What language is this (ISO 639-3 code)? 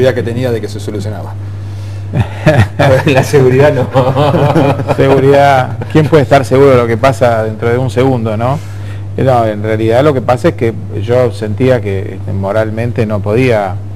spa